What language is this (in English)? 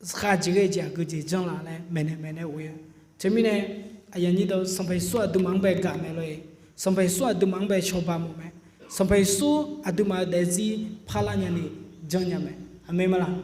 Akha